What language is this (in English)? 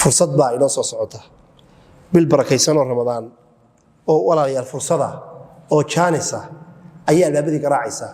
Somali